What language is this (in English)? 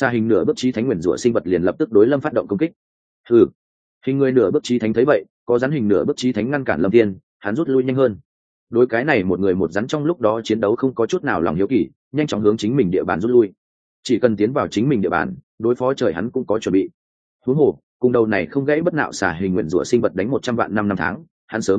Vietnamese